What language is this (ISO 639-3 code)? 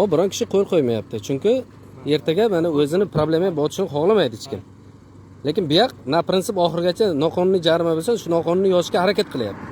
uzb